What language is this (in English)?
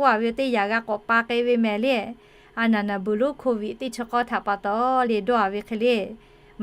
Lahu